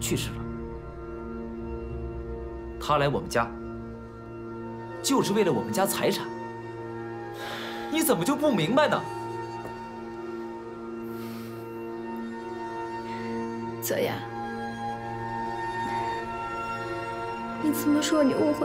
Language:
Chinese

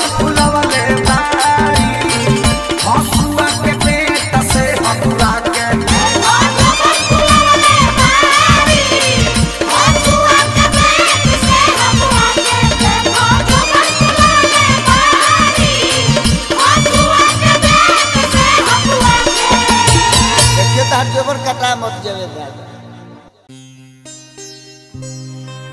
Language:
Bhojpuri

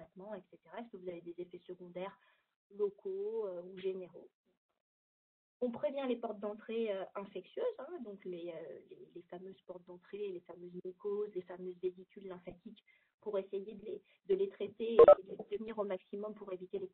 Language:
French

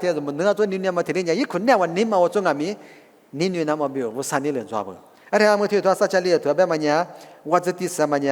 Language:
Lisu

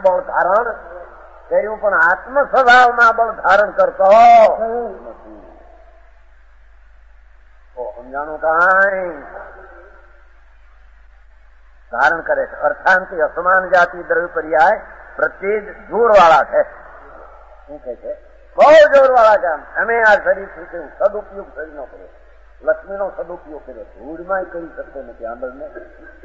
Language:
Gujarati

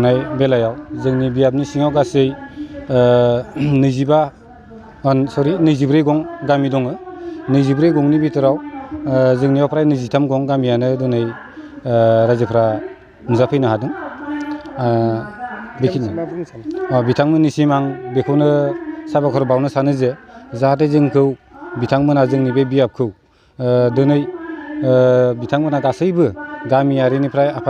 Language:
Bodo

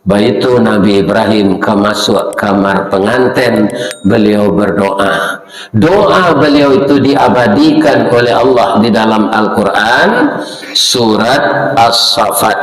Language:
Minangkabau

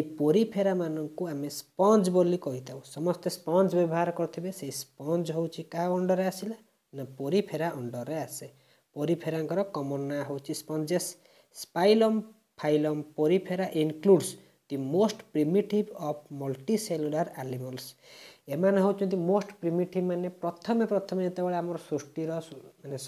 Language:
Odia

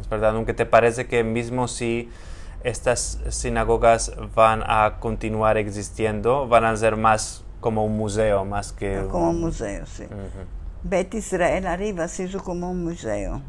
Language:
Ladino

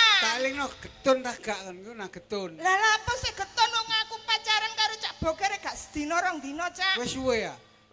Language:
Javanese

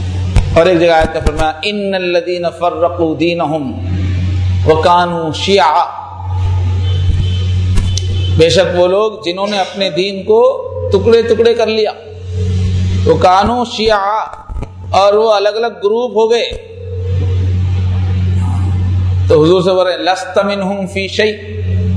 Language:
Urdu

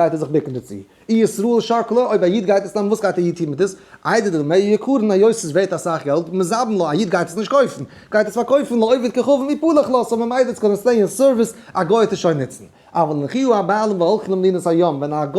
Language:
Yiddish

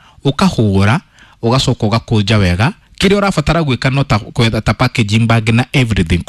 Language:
Kikuyu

